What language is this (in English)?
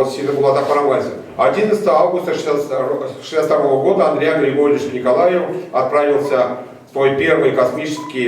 Chuvash